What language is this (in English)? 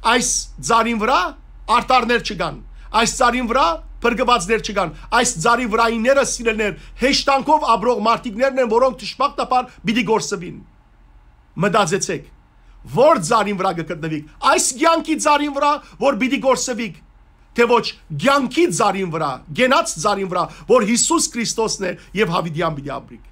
Western Armenian